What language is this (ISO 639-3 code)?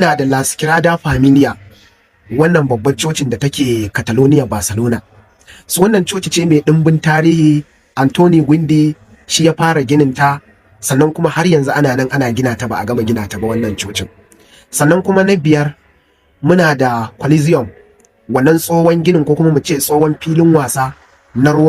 hau